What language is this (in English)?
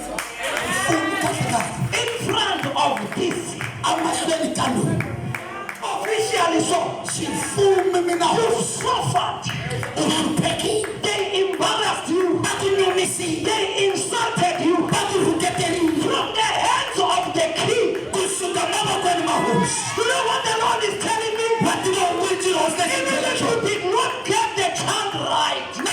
Tsonga